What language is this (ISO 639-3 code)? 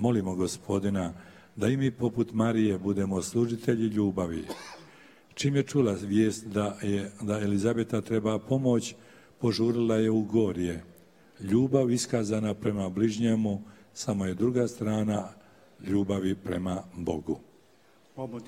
hrv